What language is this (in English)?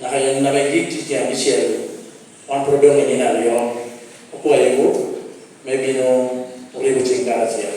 Lango (Uganda)